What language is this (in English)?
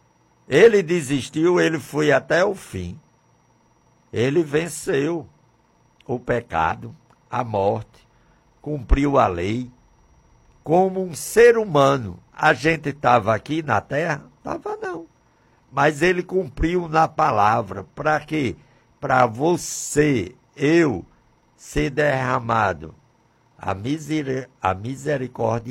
Portuguese